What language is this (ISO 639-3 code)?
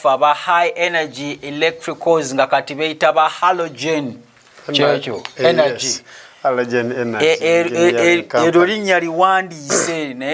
lug